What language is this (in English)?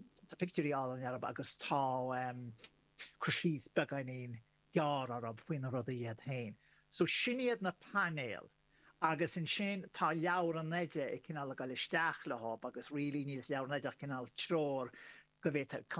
Irish